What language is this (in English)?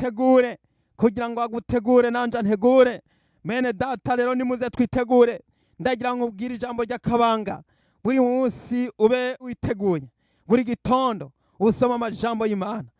Rundi